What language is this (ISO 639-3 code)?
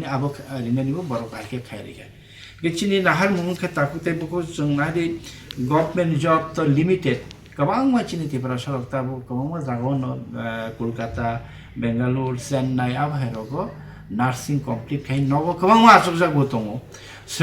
trp